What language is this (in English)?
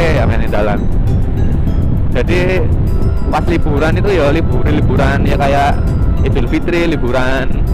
Indonesian